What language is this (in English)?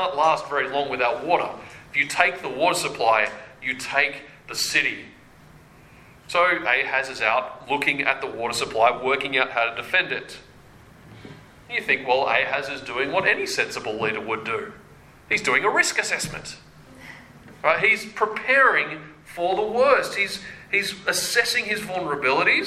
English